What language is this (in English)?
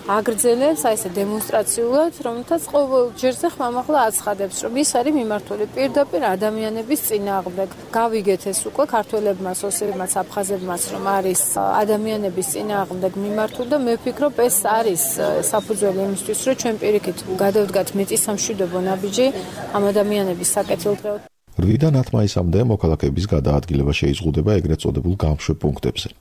Georgian